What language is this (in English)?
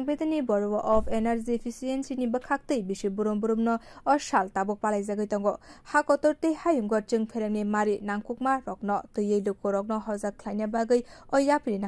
Kok Borok